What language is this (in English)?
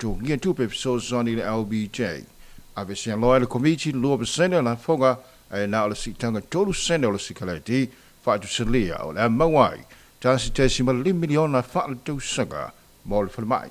Samoan